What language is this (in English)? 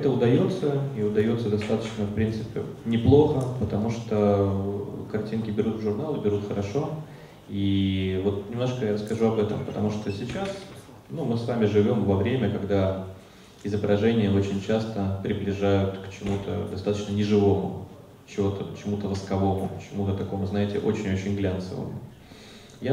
Russian